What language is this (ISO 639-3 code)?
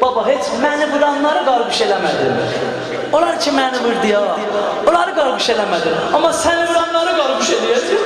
azb